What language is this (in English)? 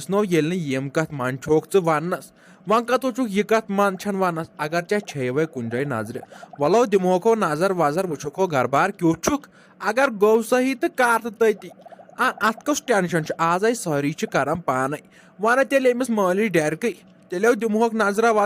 Kashmiri